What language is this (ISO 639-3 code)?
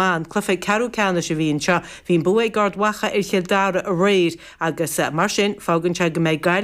gle